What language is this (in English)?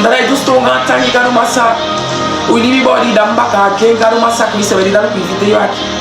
Saramaccan